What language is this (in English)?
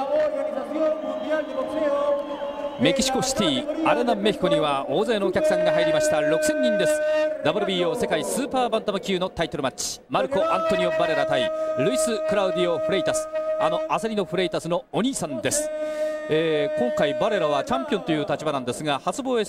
Japanese